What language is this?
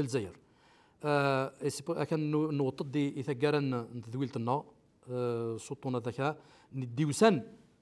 Kabyle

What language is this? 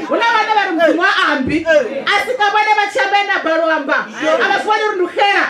Venda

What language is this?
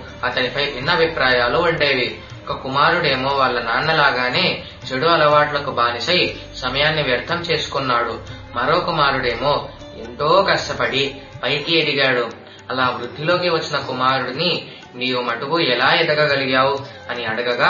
Telugu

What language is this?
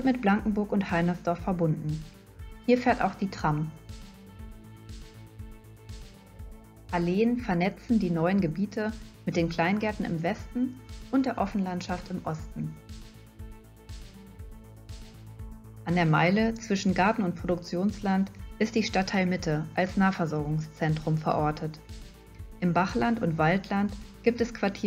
German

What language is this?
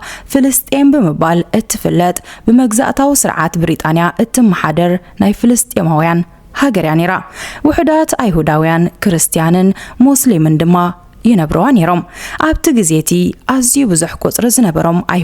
Tigrinya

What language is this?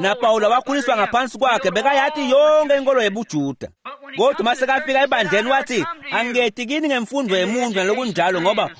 Swati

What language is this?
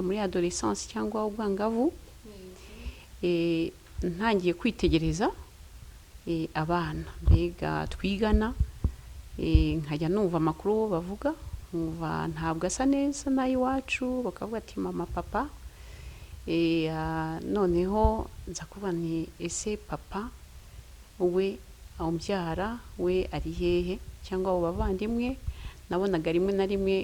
Kinyarwanda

